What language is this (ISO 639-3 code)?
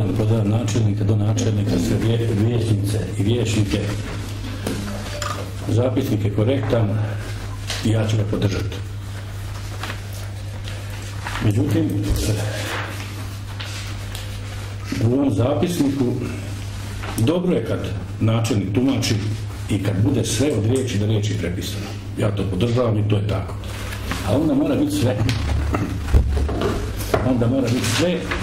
hrv